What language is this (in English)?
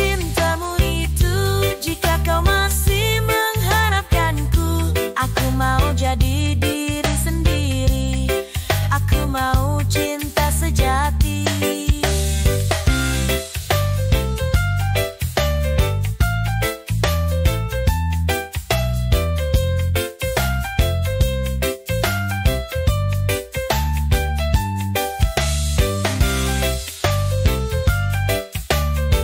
Indonesian